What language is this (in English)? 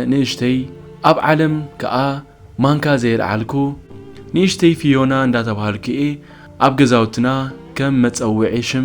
Tigrinya